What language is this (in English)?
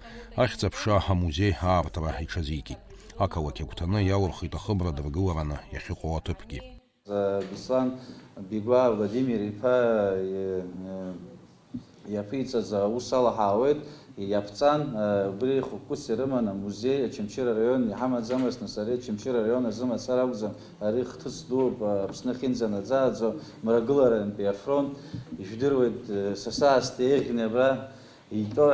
Abkhazian